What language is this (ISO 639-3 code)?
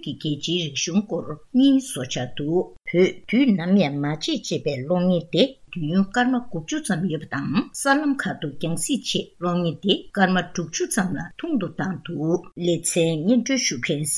bod